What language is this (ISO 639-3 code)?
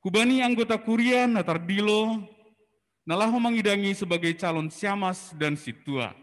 bts